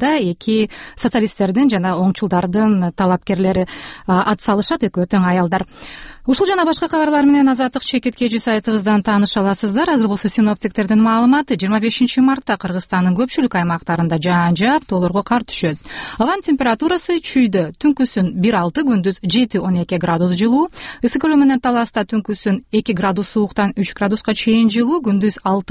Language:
Kyrgyz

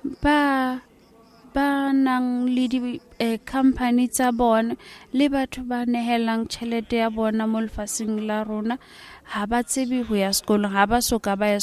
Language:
Southern Sotho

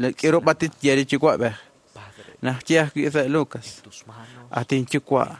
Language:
Kekchí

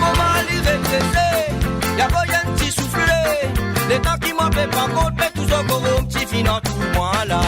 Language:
Morisyen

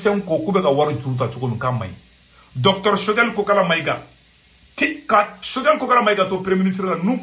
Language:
Bambara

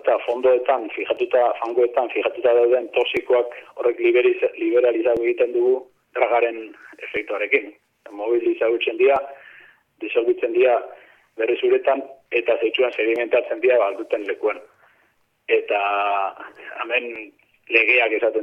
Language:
Basque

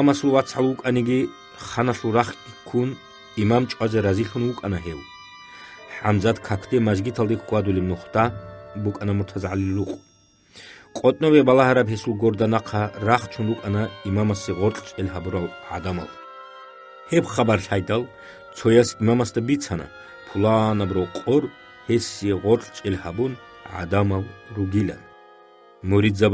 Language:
Avaric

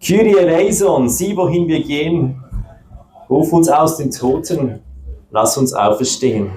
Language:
Swiss German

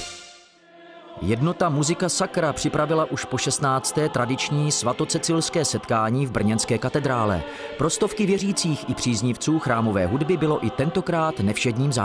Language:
Czech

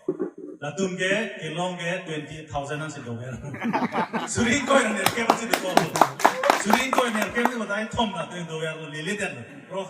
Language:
Karbi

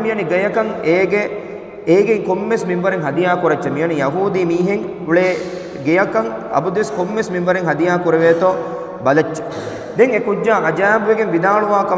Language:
Divehi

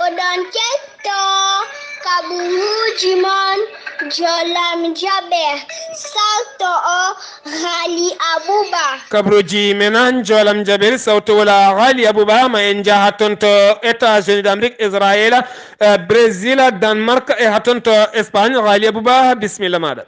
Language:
Fula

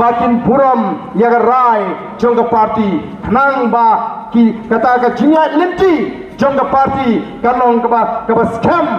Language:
Khasi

